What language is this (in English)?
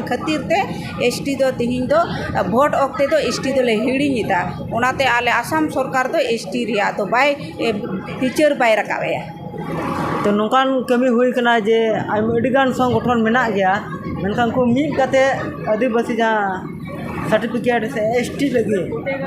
Santali